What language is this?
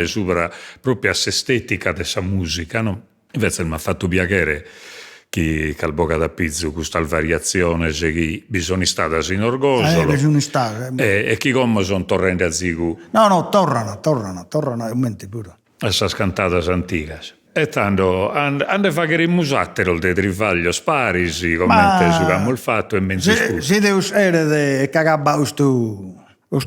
Sardinian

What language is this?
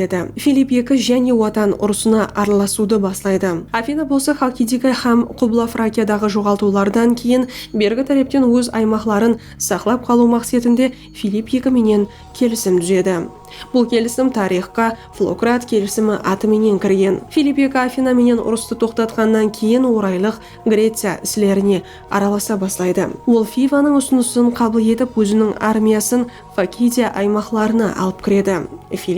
Kara-Kalpak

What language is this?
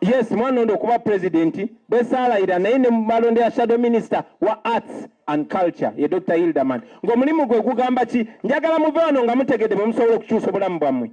Ganda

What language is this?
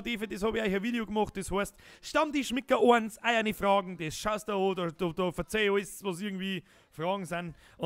Bavarian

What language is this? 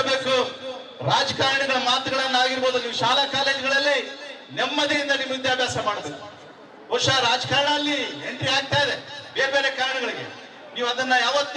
Kannada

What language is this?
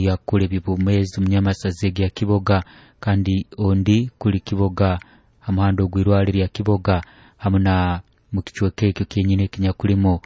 Nyoro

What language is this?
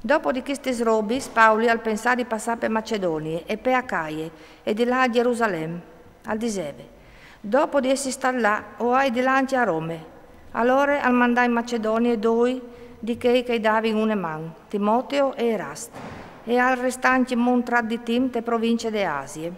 Friulian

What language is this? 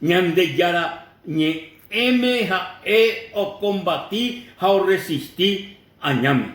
Guarani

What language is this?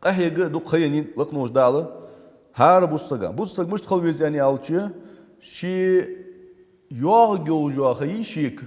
Ingush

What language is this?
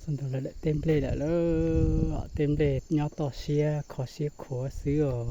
Hmong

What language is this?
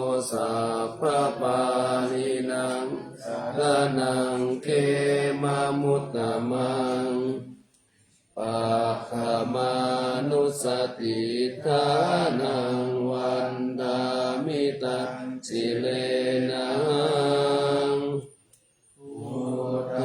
Pali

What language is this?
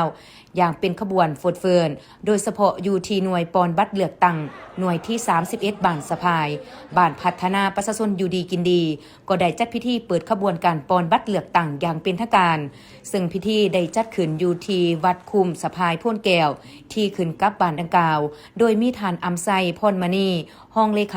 Lao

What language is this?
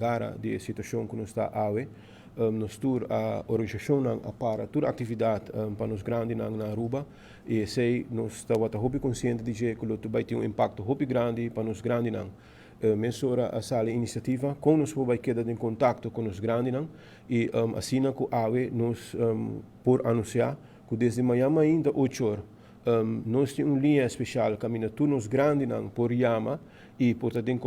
Papiamento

